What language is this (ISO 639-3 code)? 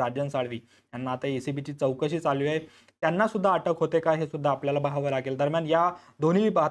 mar